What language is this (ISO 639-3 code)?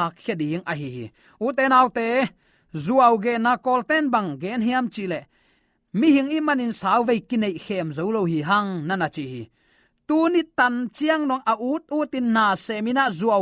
ctd